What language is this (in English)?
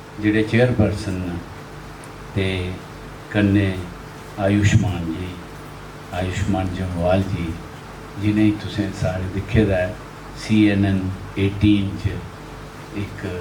Dogri